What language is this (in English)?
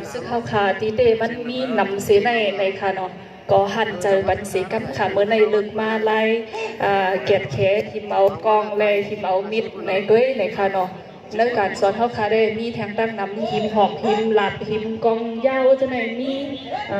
Shan